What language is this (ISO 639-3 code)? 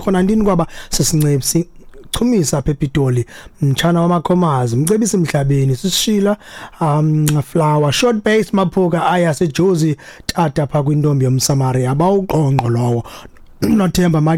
xho